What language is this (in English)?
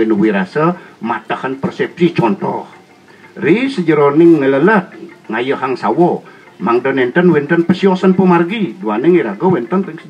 Balinese